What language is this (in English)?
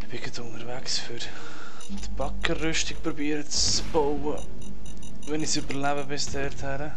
Swiss German